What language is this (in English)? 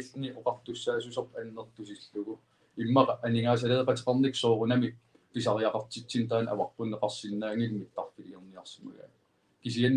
Kalaallisut